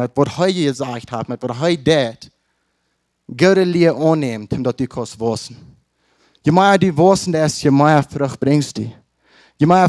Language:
Plautdietsch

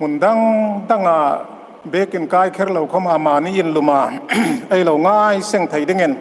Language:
Hmar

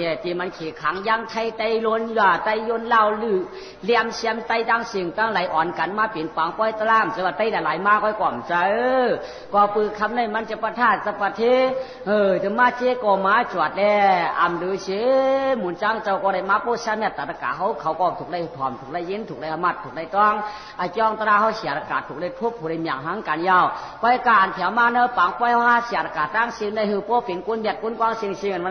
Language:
Shan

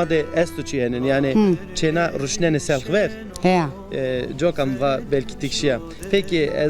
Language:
Zaza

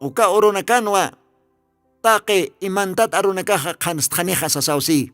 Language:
Aymara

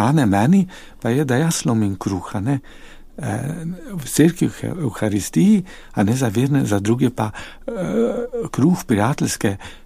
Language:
Slovenian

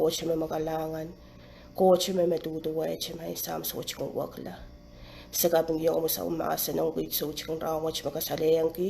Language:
Pohnpeian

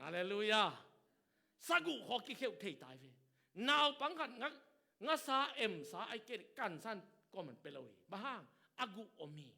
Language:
Tedim Chin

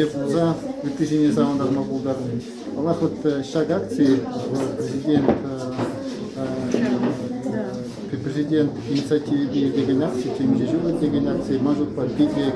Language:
Chuvash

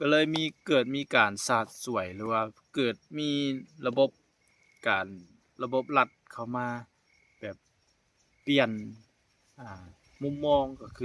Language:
Lao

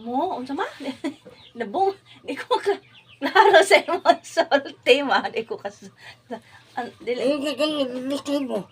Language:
Cebuano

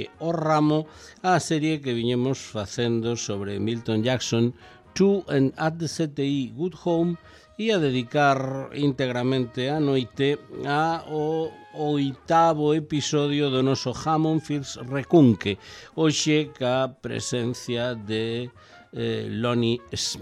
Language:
Galician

